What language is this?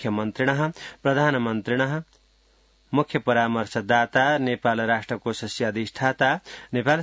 Sanskrit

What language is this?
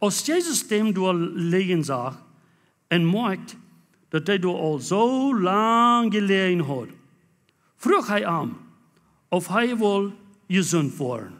Plautdietsch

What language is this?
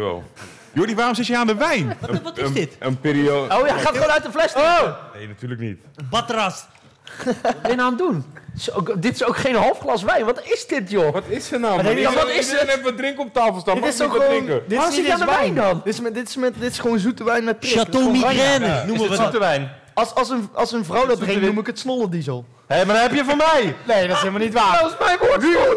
Dutch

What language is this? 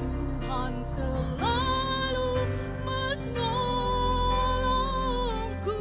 Nias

